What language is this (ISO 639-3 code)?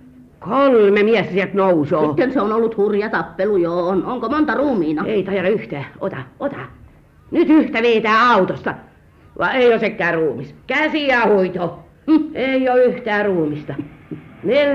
fin